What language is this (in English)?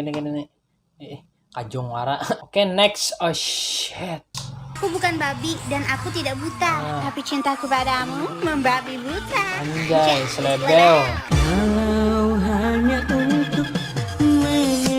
Banjar